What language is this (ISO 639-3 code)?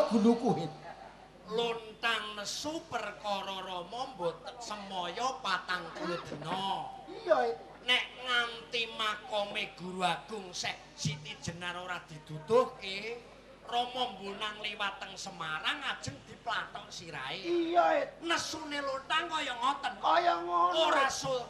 jav